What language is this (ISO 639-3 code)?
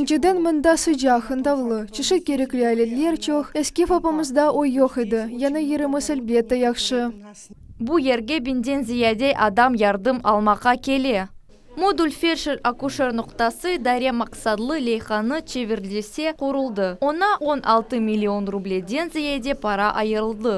crh